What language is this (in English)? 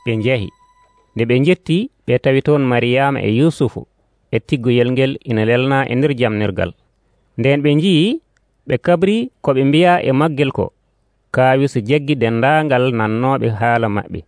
Nigerian Fulfulde